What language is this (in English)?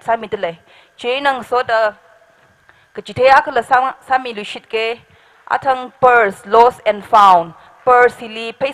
Tangkhul Naga (India)